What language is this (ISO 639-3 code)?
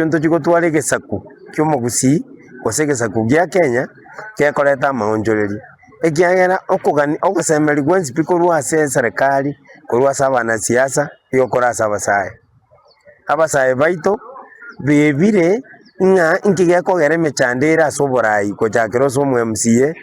guz